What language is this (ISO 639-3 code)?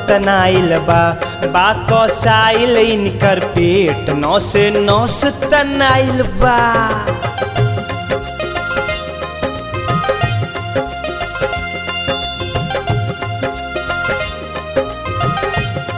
bho